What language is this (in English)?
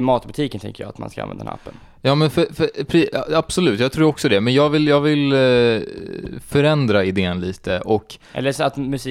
Swedish